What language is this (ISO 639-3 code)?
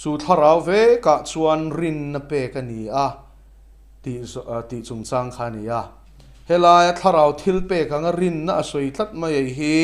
lus